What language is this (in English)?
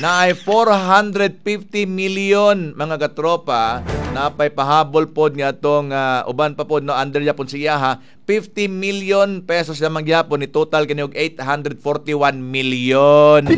Cebuano